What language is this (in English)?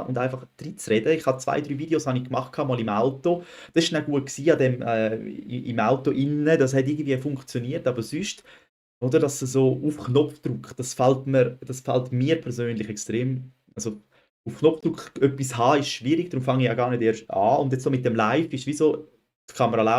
Swiss German